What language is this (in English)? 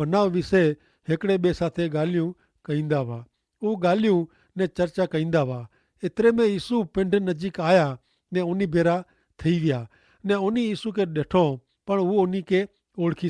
Kachhi